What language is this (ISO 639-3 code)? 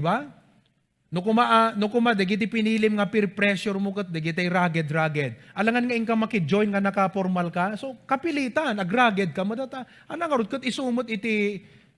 ilo